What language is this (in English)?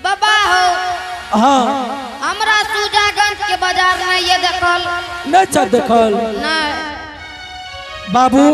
Angika